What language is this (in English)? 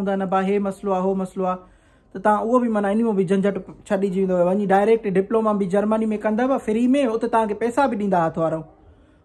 Sindhi